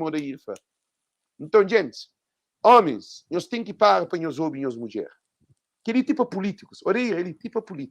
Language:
Kabuverdianu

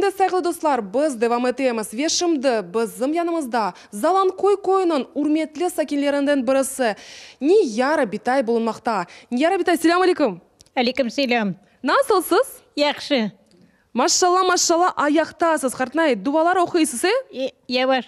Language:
Crimean Tatar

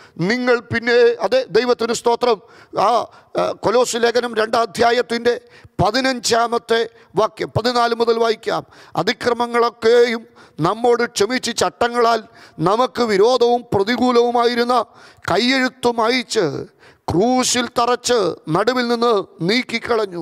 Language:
Malayalam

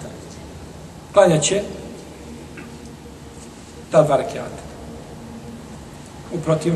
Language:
Bosnian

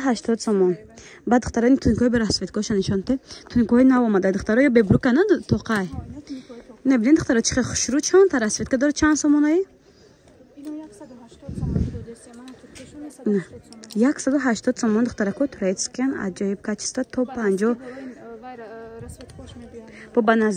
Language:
Tajik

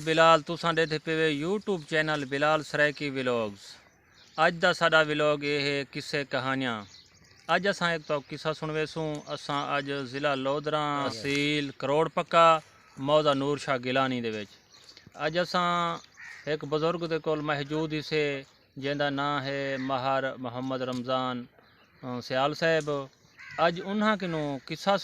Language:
Saraiki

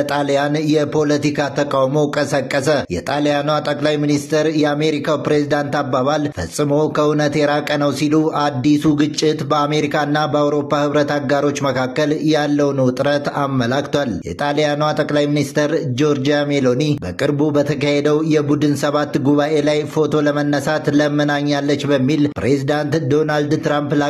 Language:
Amharic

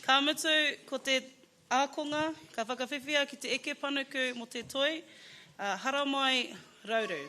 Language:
Māori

